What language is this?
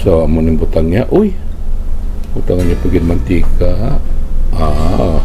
Hiligaynon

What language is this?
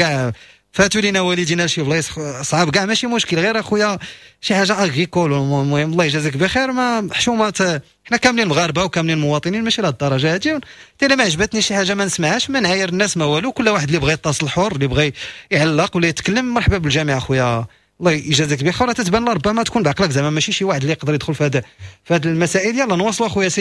Moroccan Arabic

